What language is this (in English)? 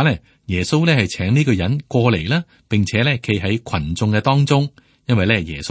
Cantonese